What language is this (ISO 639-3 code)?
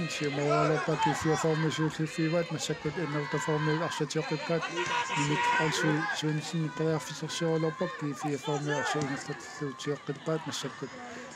kal